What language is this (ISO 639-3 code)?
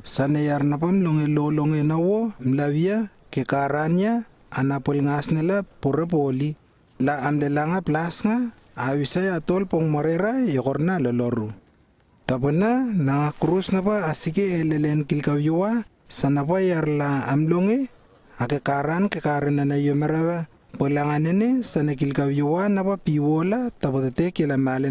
lww